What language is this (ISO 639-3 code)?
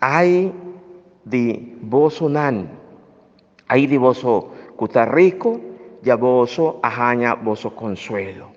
pap